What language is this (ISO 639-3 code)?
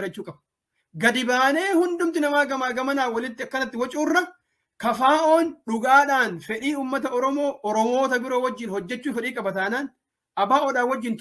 orm